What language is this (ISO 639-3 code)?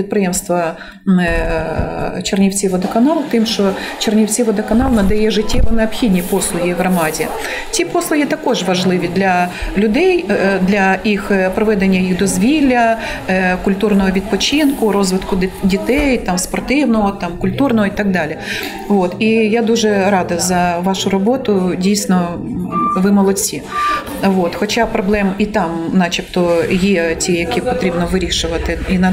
ukr